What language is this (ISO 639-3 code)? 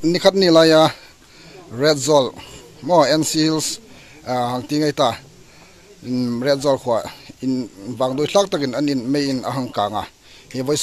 hmr